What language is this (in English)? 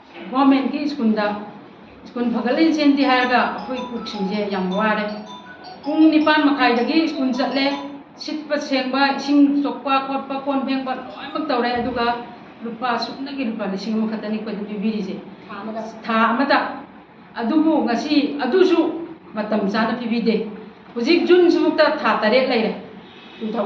Manipuri